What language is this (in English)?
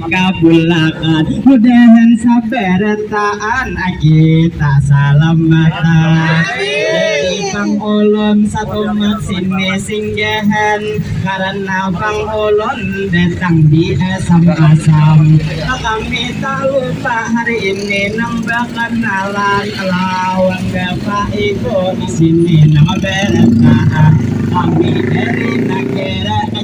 Banjar